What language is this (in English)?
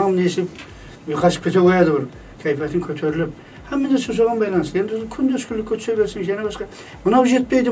Kara-Kalpak